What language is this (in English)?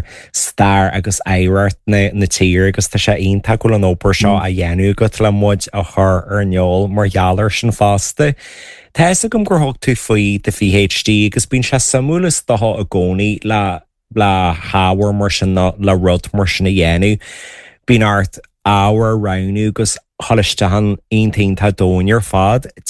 Irish